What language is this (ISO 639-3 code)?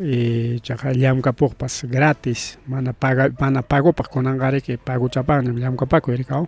quy